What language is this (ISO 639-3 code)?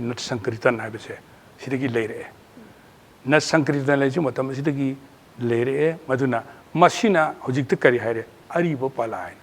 mni